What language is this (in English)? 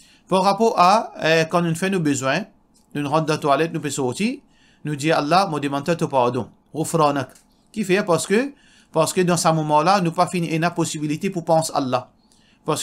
Morisyen